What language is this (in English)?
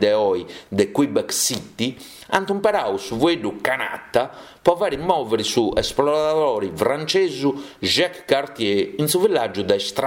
Sardinian